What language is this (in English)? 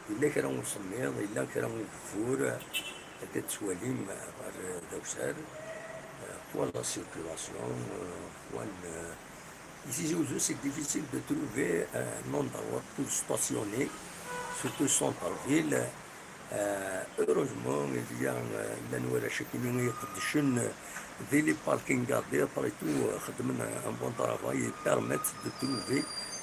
Kabyle